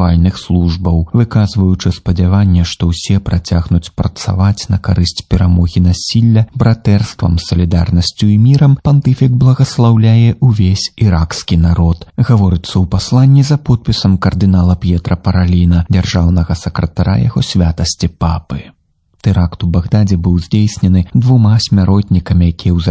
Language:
Belarusian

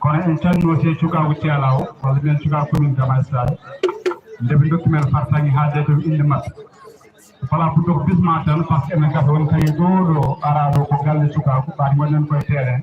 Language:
Fula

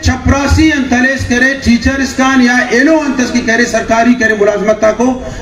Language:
Brahui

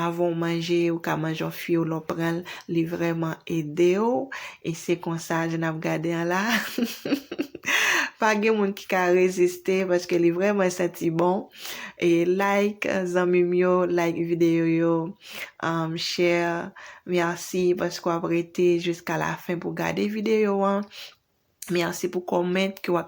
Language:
Haitian Creole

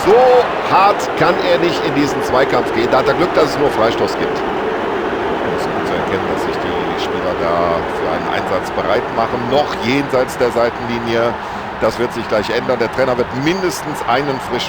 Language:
Bavarian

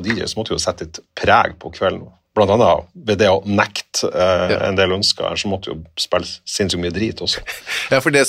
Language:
Norwegian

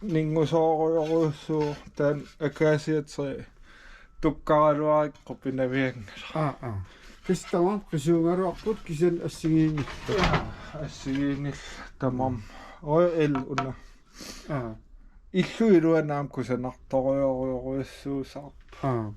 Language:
Kalaallisut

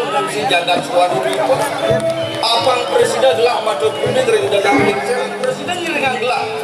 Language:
Balinese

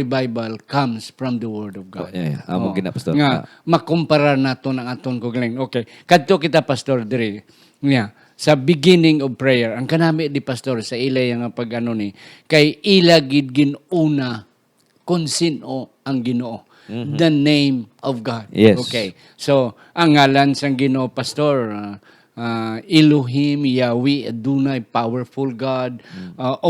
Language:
Hiligaynon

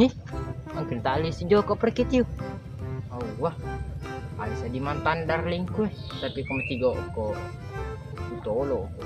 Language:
Buginese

